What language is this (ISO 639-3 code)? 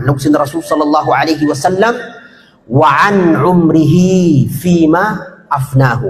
tsg